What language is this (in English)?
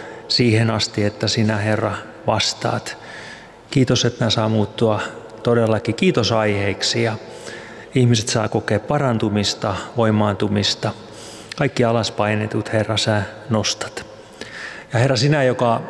Finnish